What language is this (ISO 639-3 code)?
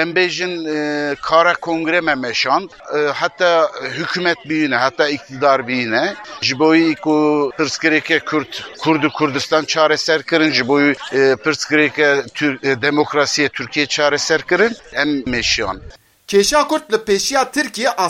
kur